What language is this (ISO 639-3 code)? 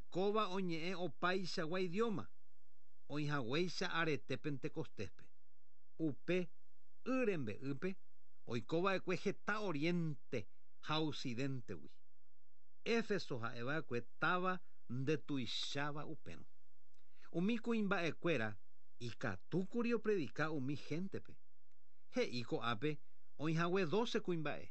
grn